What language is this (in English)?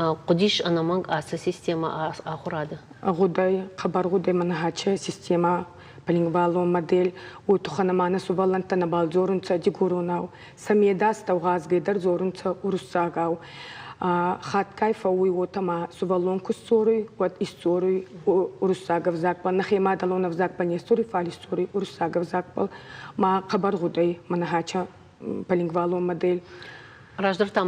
Ossetic